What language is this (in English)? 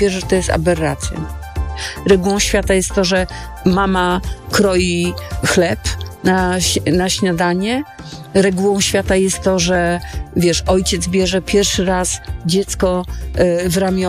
Polish